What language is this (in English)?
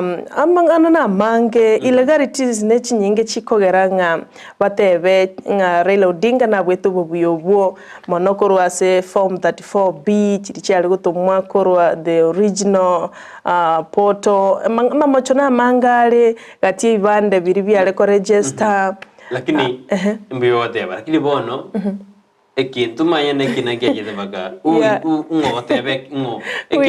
Gusii